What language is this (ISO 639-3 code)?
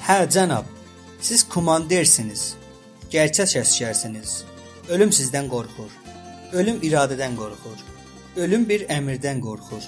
azb